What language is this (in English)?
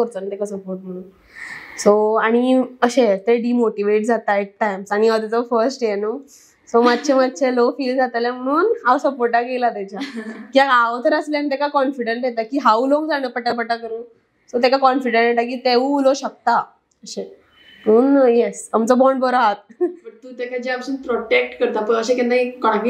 Konkani